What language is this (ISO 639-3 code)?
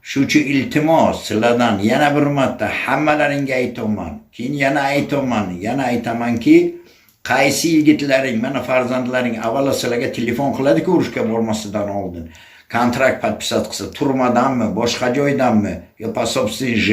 uzb